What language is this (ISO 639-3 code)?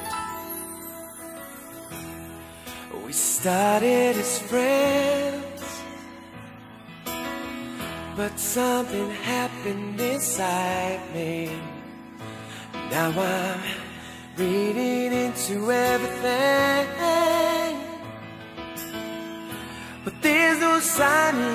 eng